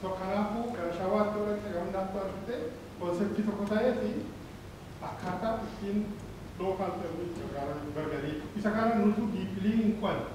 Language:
Oromo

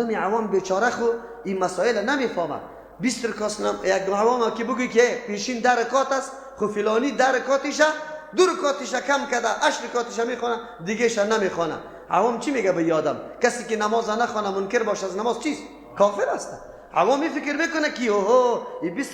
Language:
Persian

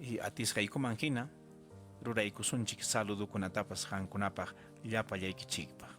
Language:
Ayacucho Quechua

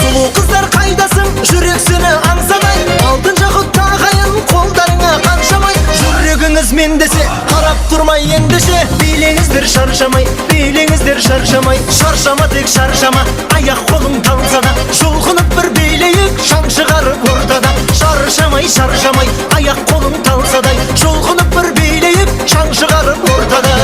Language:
Kara-Kalpak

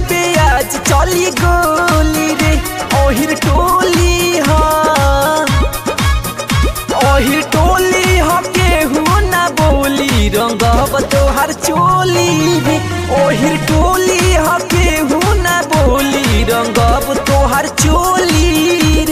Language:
Bhojpuri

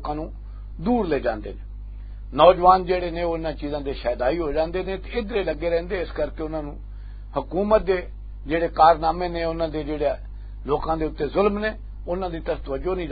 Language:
Western Panjabi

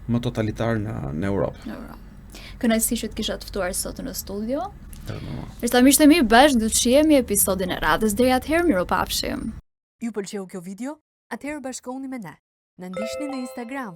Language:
Albanian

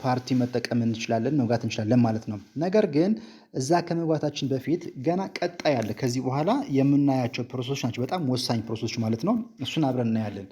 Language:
Amharic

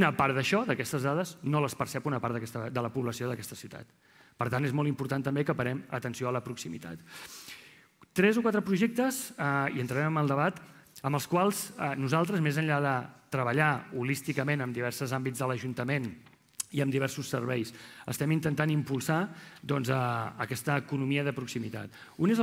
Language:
Catalan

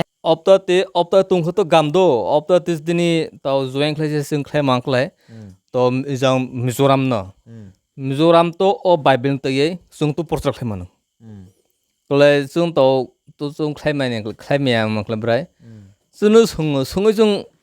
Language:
Kok Borok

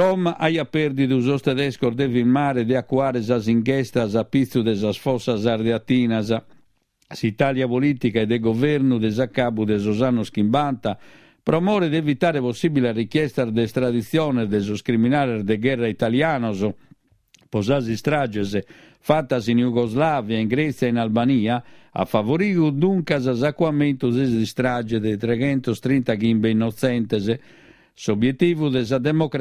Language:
Sardinian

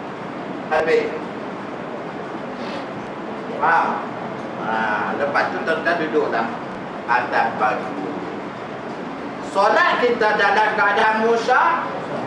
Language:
Malay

